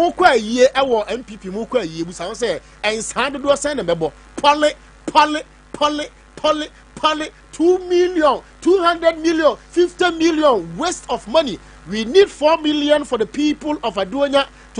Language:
Akan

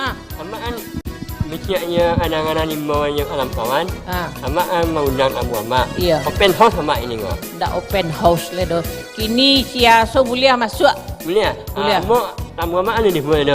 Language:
Minangkabau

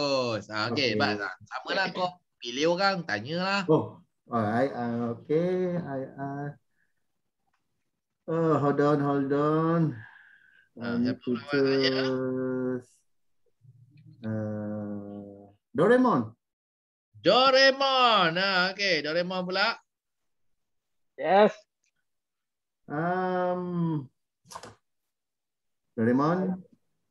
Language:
Malay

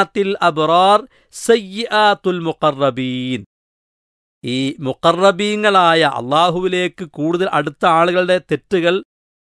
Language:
Malayalam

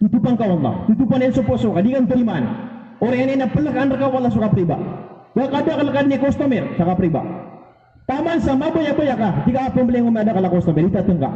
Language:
Maranao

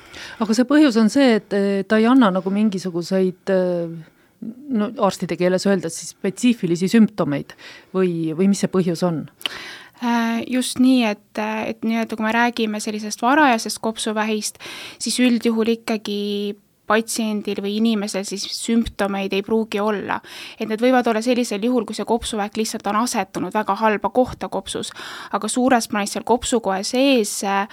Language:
Estonian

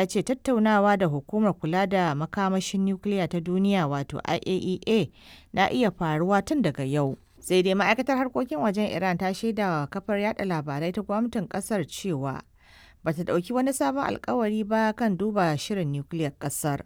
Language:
Hausa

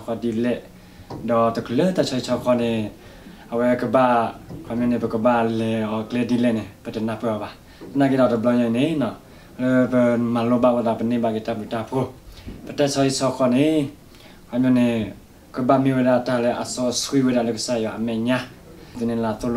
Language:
S'gaw Karen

